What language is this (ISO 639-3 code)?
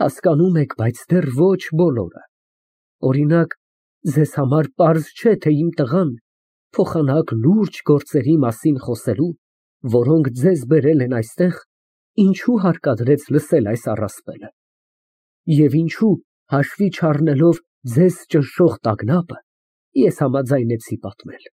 hye